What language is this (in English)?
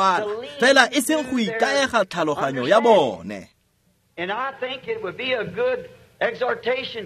Tswana